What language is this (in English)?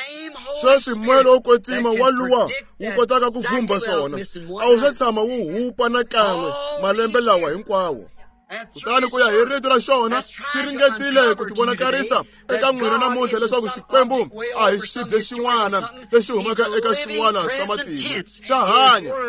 Tsonga